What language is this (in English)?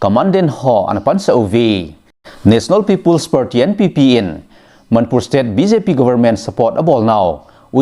Thado Chin